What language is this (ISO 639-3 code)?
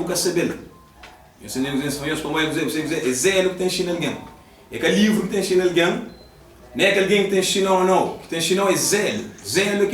kea